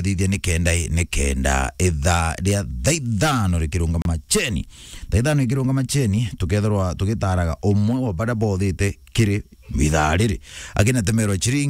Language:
Meru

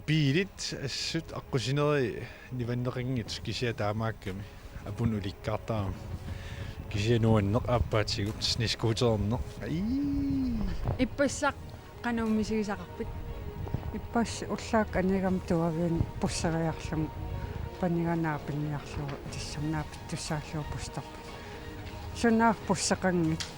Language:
Kalaallisut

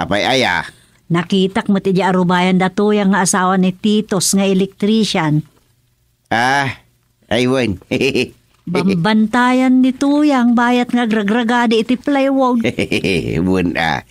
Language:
Iloko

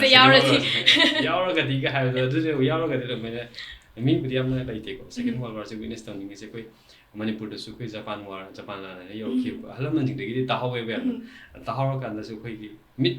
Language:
Manipuri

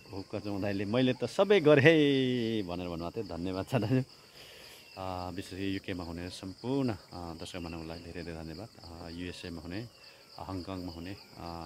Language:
Nepali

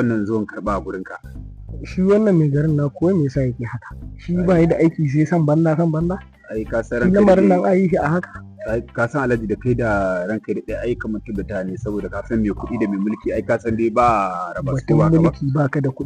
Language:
Hausa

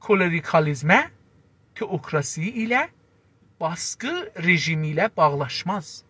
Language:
South Azerbaijani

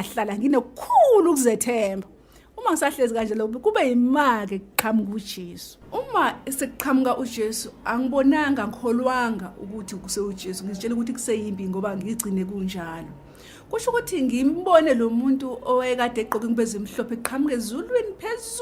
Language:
Zulu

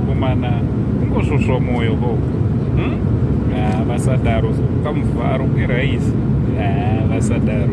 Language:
Shona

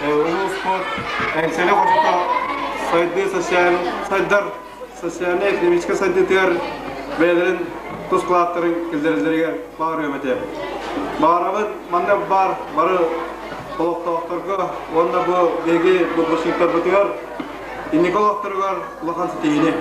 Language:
Yakut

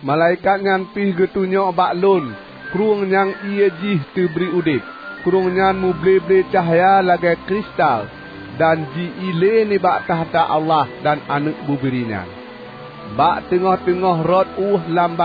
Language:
Achinese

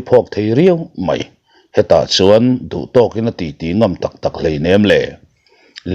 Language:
Mizo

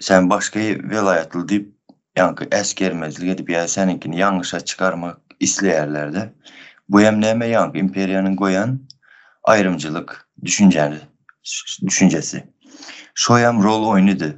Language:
Turkmen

